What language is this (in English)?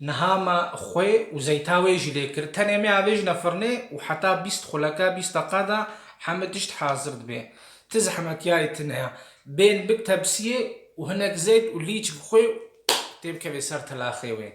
Kurdish